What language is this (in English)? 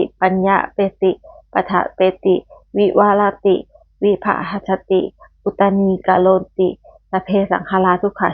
Pali